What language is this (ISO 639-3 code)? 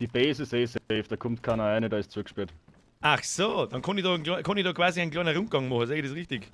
bar